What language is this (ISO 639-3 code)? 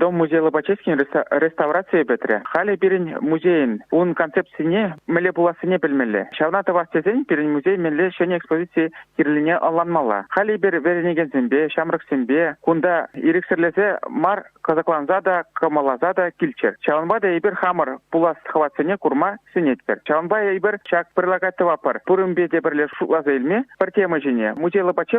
chv